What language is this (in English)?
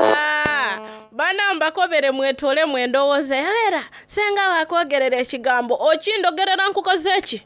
Soga